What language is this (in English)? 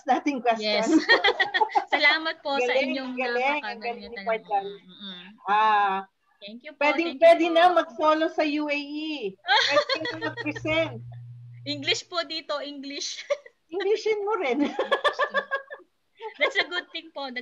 Filipino